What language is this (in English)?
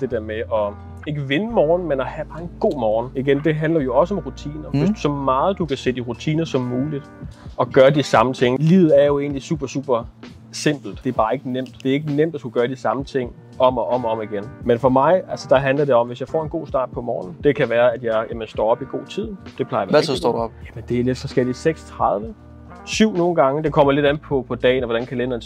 Danish